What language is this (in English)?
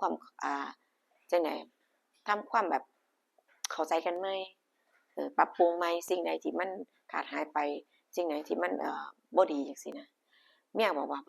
Northeastern Thai